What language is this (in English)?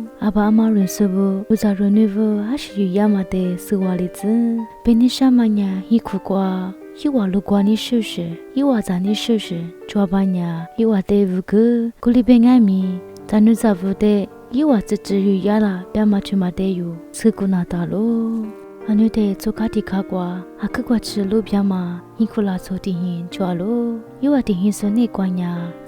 Lisu